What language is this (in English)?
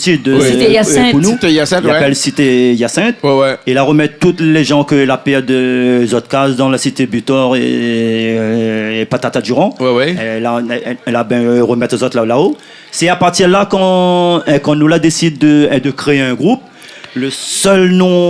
Réunion Creole French